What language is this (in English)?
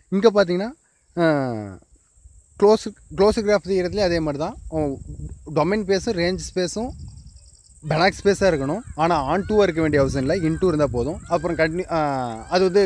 Tamil